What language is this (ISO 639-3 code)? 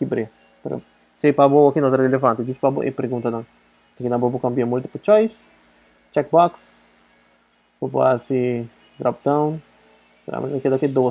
pap